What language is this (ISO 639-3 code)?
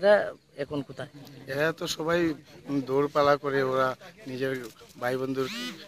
ben